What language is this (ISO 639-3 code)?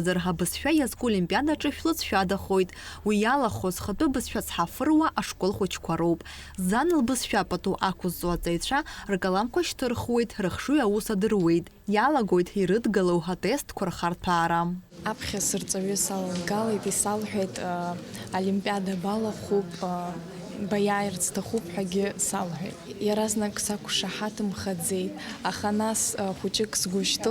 abk